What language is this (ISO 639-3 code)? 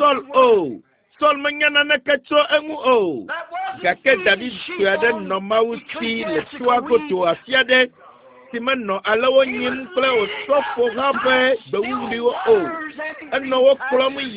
ewe